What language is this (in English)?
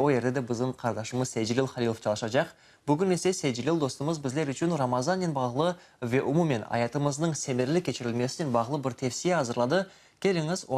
Crimean Tatar